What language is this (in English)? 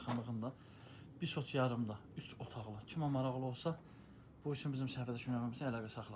Azerbaijani